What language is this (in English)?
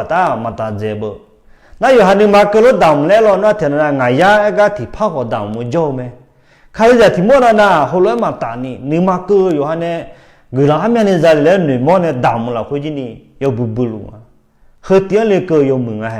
Akha